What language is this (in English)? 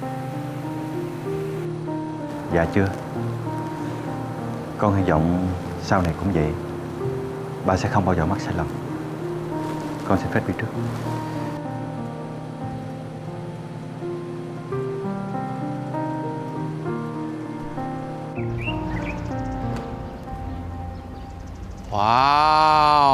Vietnamese